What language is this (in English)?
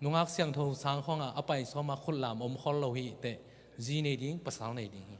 Tedim Chin